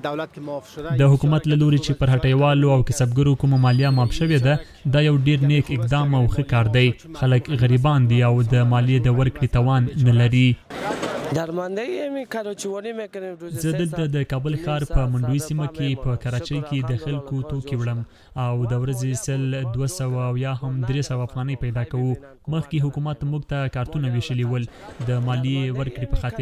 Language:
Pashto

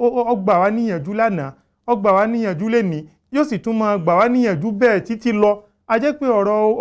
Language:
Yoruba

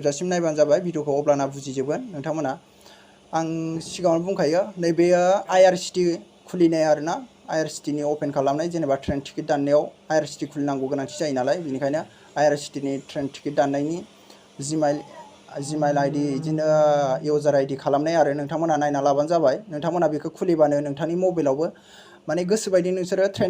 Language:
Bodo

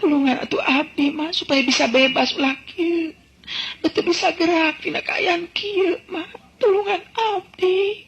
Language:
Sundanese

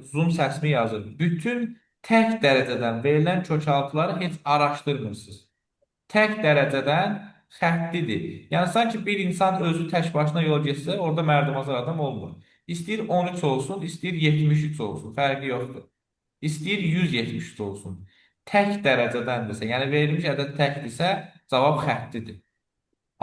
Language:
Azerbaijani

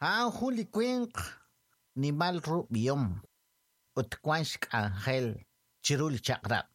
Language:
Kekchí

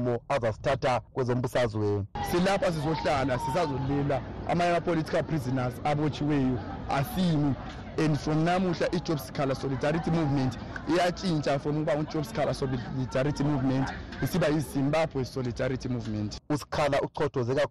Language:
North Ndebele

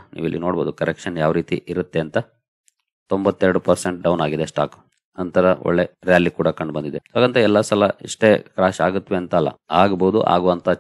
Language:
Kannada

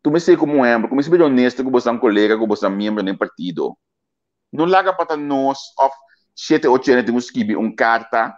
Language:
Papiamento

